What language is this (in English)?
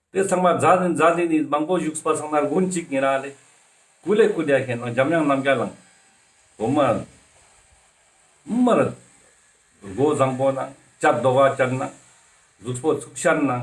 Ladakhi